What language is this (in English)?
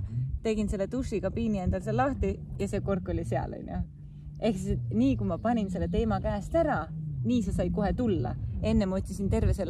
Estonian